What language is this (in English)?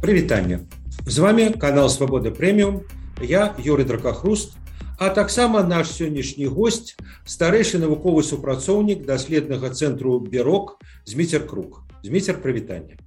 Belarusian